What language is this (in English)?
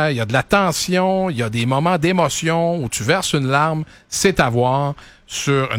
French